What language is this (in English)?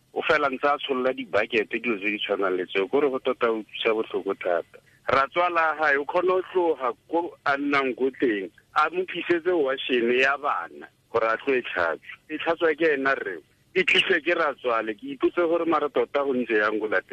Tswana